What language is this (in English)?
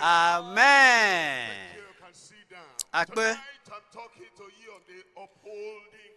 Ewe